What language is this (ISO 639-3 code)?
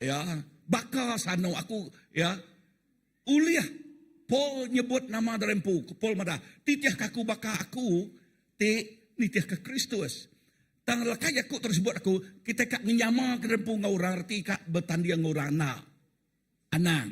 iba